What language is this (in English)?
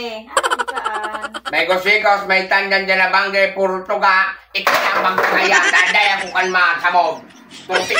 Bikol